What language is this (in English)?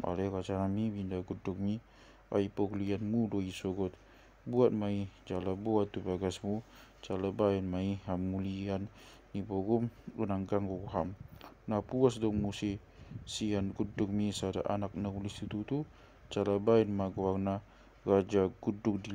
Batak Toba